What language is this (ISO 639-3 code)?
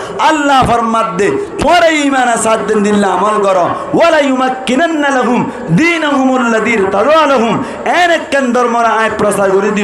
rhg